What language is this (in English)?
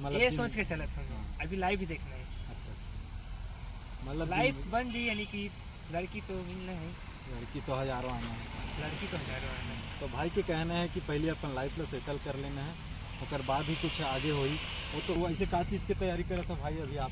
Chhattisgarhi